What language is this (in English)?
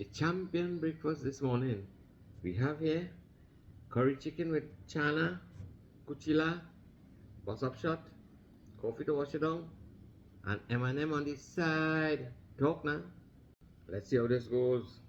Jamaican Creole English